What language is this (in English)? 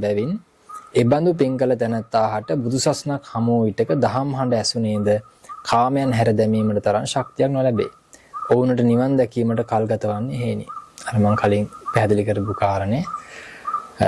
Sinhala